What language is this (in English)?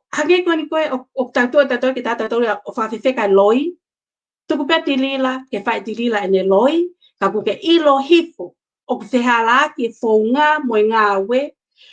Tongan